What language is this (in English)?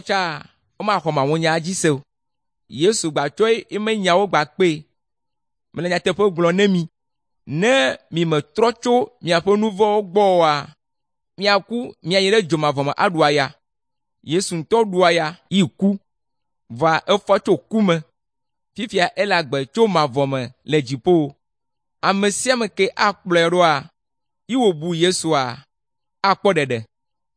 Ewe